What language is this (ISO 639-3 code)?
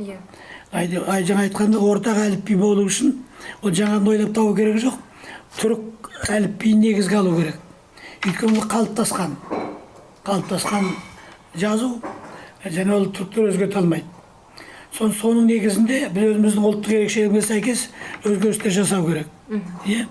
kaz